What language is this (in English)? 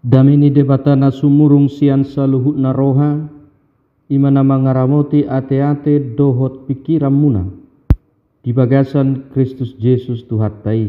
Batak Toba